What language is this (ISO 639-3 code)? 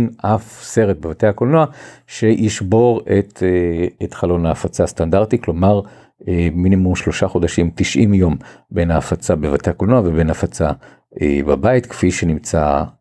heb